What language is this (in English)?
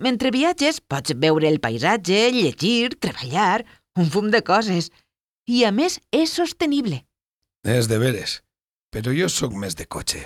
Catalan